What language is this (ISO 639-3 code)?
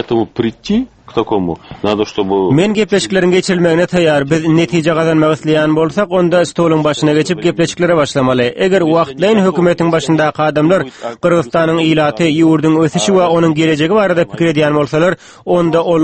tuk